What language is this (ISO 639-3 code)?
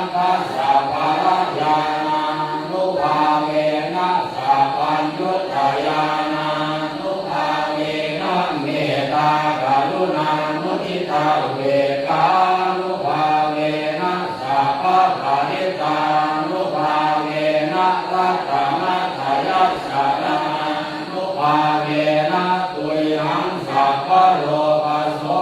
pli